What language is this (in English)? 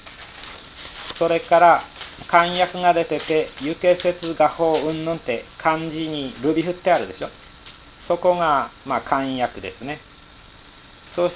Japanese